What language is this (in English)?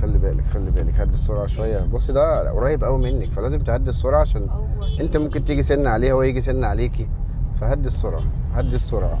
Egyptian Arabic